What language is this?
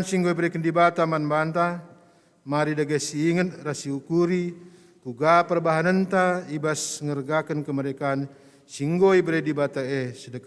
Batak Karo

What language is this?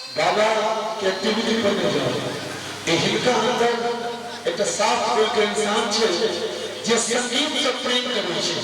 Maithili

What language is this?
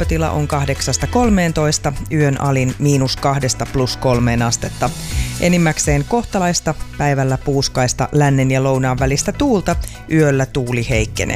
Finnish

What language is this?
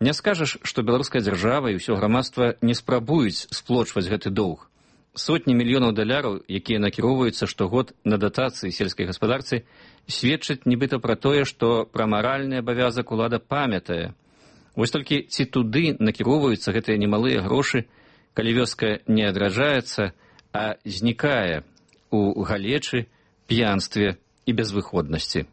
Belarusian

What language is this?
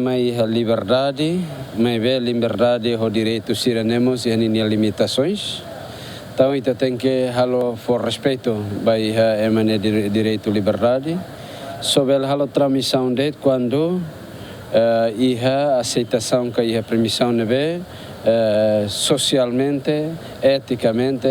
Tetum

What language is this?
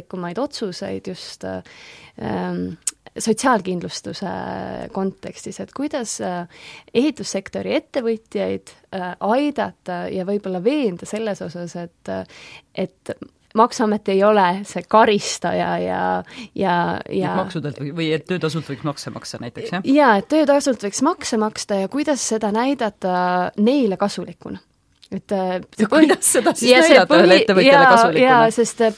Estonian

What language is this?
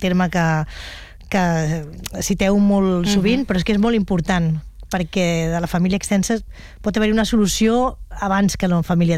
Catalan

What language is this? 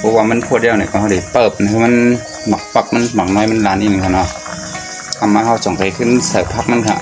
Shan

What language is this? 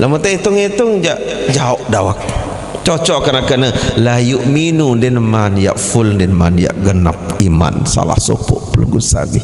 Sasak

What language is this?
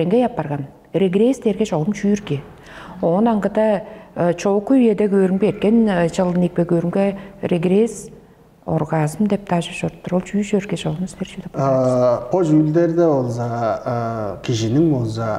Tuvinian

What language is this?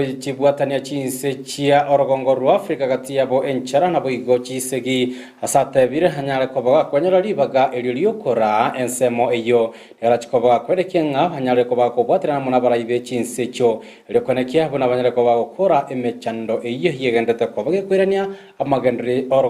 Gusii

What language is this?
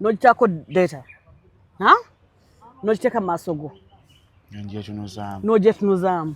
Ganda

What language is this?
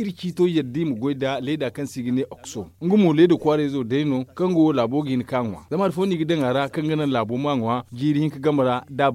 Zarma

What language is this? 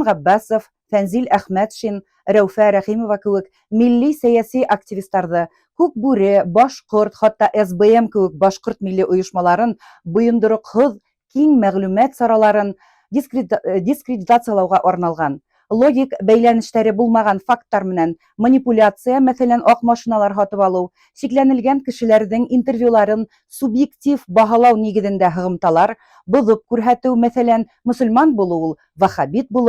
Bashkir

